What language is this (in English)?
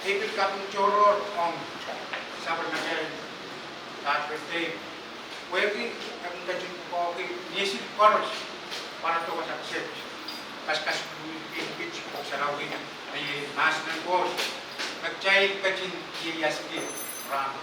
Pohnpeian